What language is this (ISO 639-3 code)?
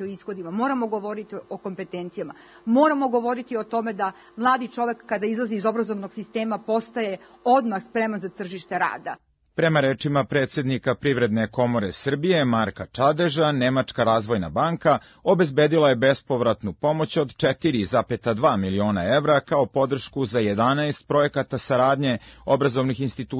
srp